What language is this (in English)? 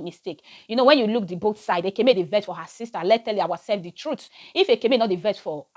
Nigerian Pidgin